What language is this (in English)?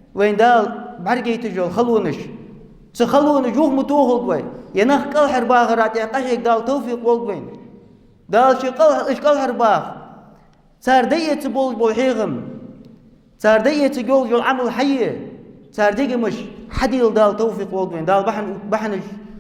Ingush